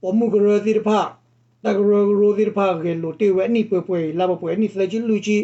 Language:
S'gaw Karen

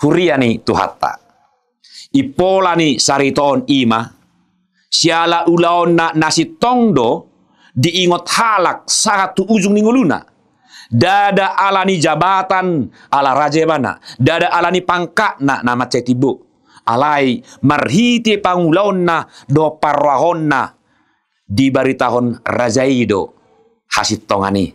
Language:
Batak Toba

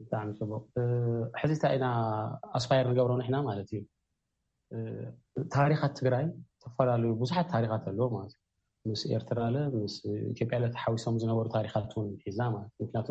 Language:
Tigrinya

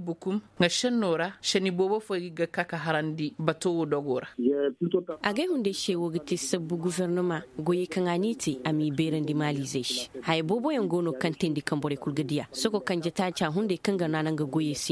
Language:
Koyraboro Senni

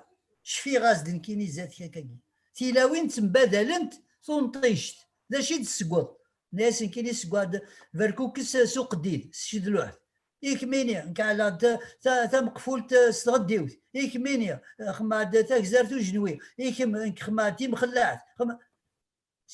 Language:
Kabyle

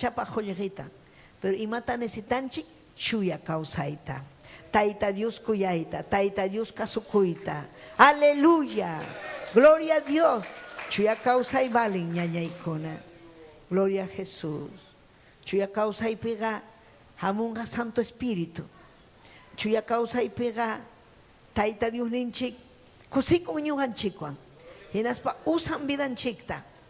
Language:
Ayacucho Quechua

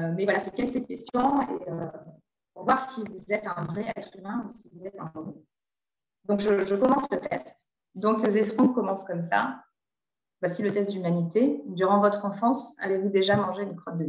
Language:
French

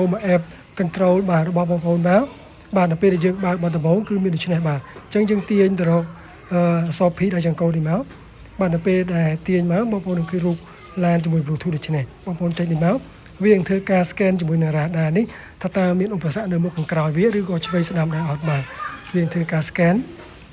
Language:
Khmer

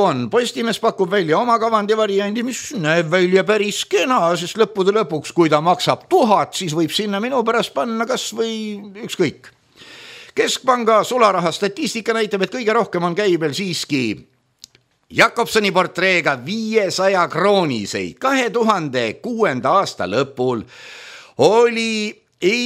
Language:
Estonian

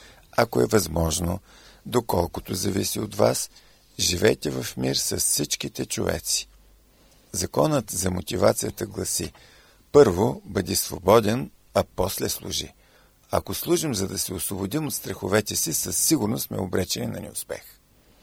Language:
Bulgarian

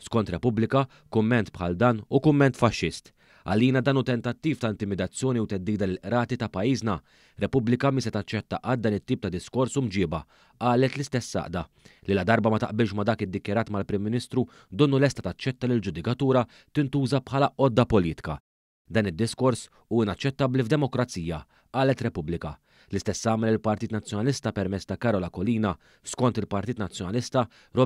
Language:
Maltese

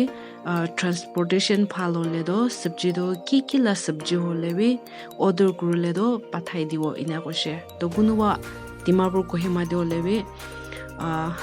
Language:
Naga Pidgin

